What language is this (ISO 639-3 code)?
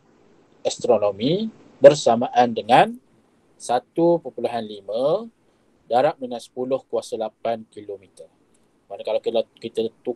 msa